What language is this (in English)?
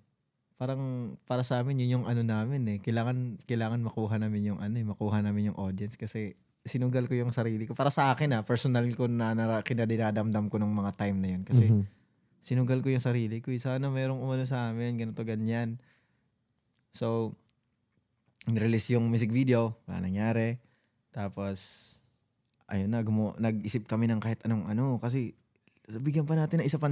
Filipino